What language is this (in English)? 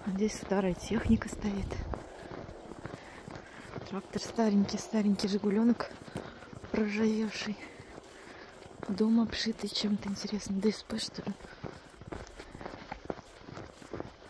Russian